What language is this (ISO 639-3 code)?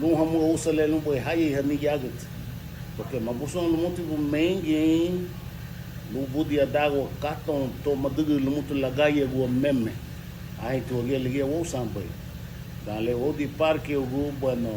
cab